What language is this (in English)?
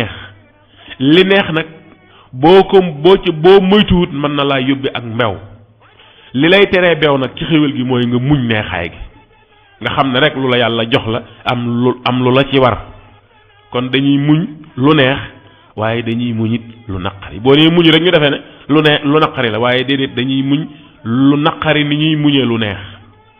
Wolof